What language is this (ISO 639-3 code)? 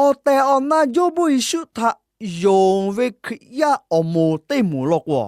lhu